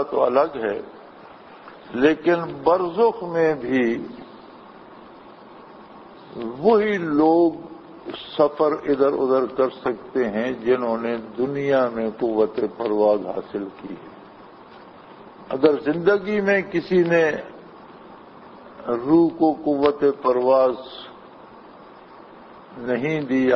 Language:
Urdu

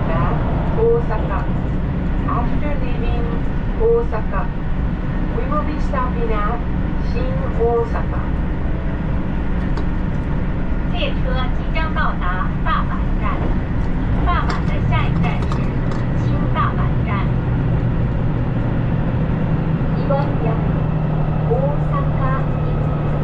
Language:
Japanese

